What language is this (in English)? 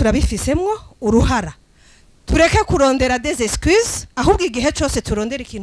Rundi